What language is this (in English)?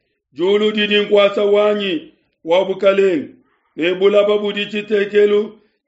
Luba-Lulua